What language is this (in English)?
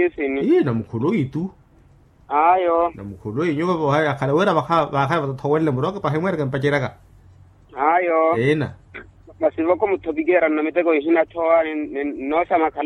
Makhuwa